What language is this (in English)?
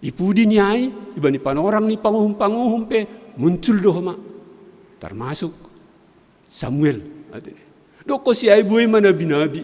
Batak Simalungun